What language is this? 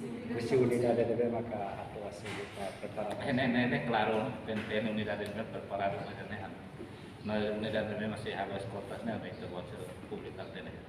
Tetum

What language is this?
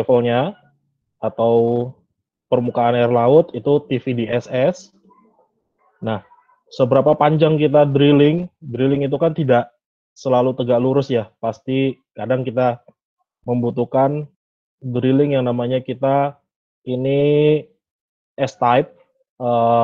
Indonesian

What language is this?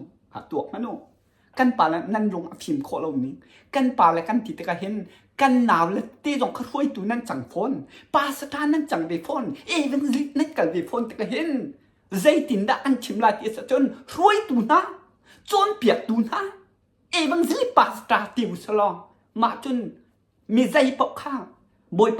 Hakha Chin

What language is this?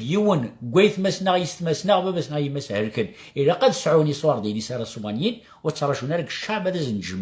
Kabyle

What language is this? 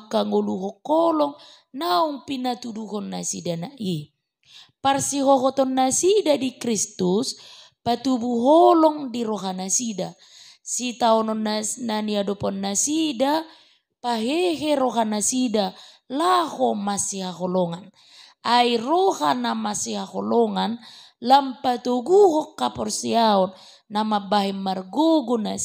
Batak Toba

